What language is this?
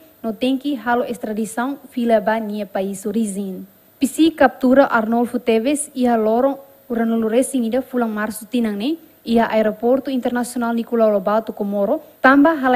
Tetum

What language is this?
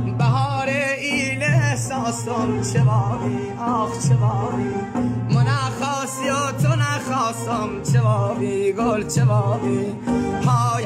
Persian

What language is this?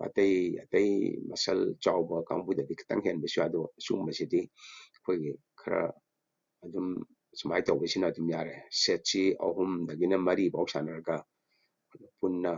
Manipuri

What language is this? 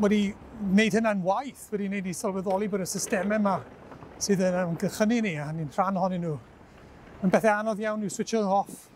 Welsh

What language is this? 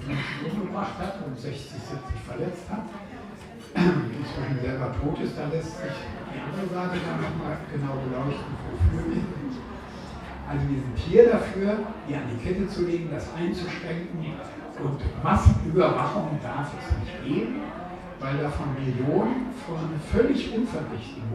German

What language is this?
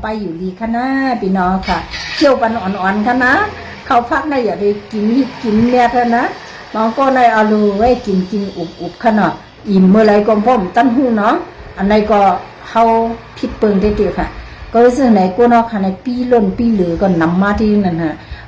Shan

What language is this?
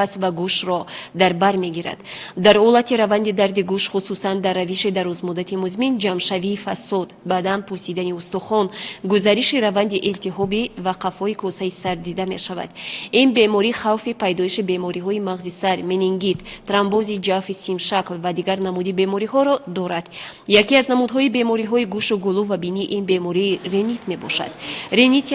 Tajik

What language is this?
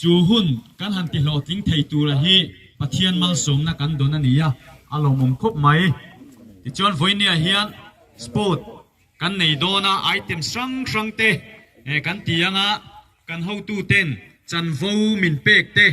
Mizo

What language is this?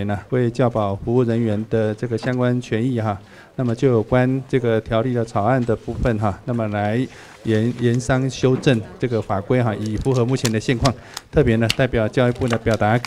Chinese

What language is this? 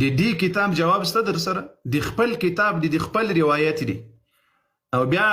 Pashto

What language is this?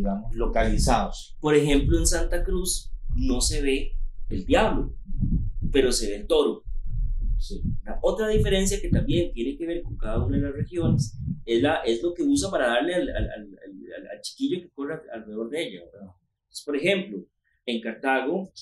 Spanish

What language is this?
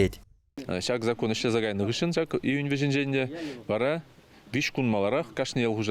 Chuvash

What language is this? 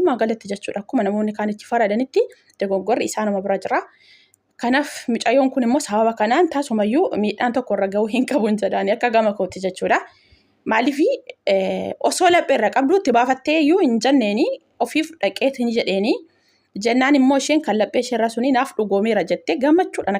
Oromo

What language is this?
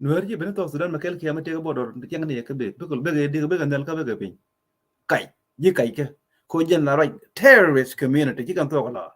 Nuer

